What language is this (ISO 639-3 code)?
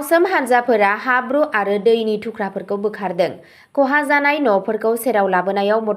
brx